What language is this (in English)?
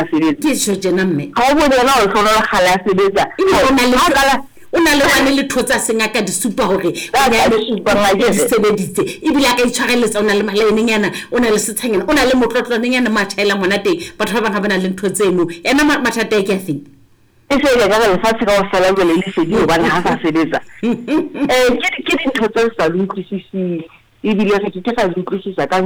Southern Sotho